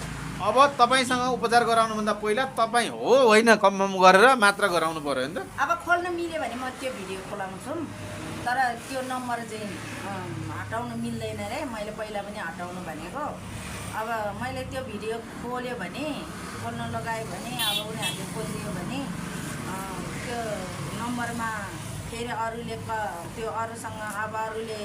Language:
Nepali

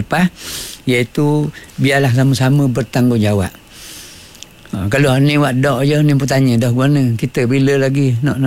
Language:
Malay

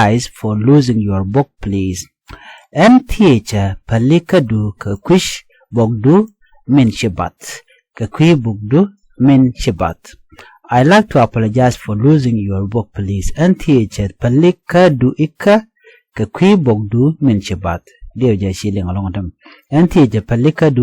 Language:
Nuer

